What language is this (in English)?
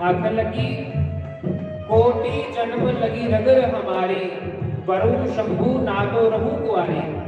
Dogri